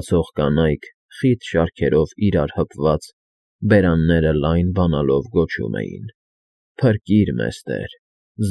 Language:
Armenian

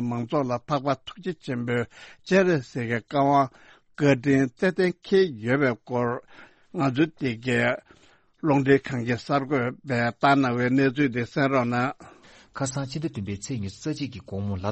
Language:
Tibetan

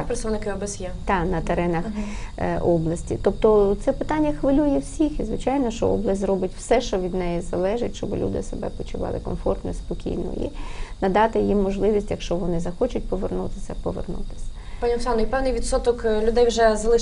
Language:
Ukrainian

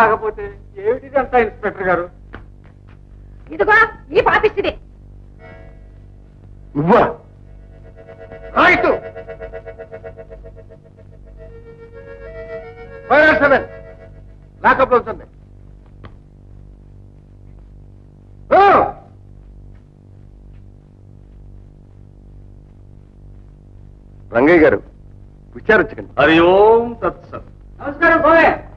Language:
Telugu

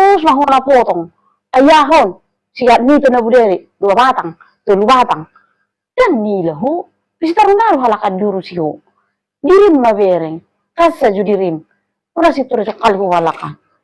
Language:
Batak Toba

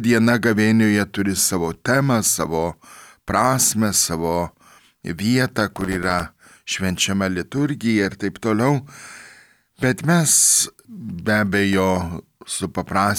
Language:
Lithuanian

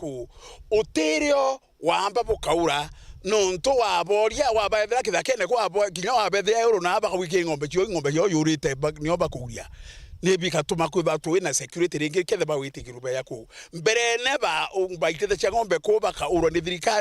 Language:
Meru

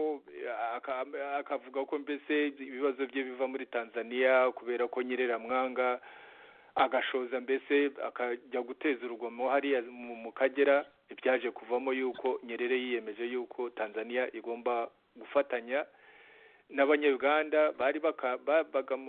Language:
Kinyarwanda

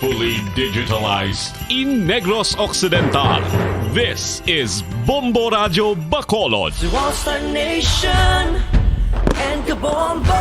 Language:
Hiligaynon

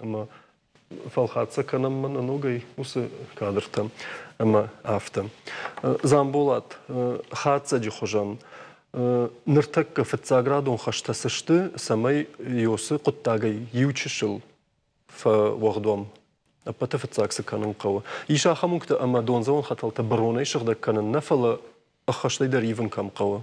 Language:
Ossetic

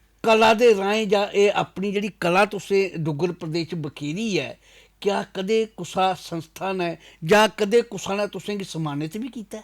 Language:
Dogri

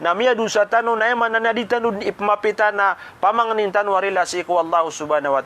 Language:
Maranao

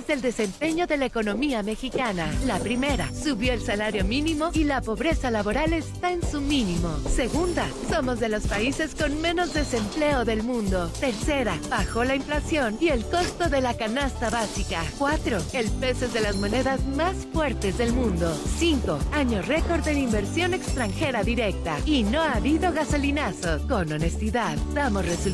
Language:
Spanish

